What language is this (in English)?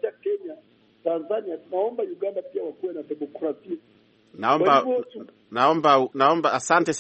Swahili